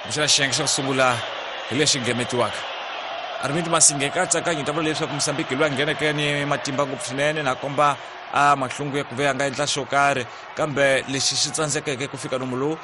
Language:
Tsonga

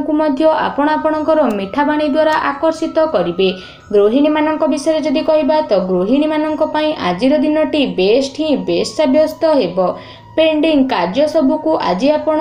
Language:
Odia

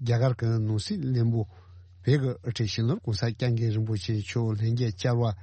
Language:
Tibetan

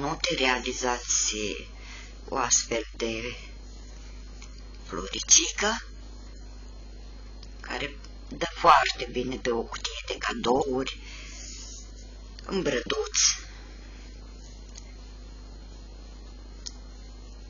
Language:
Romanian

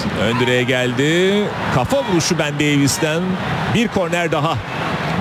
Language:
Turkish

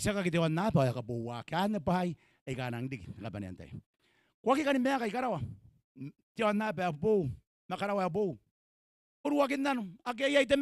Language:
Gilbertese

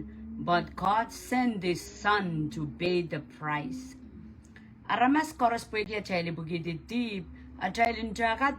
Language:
Pohnpeian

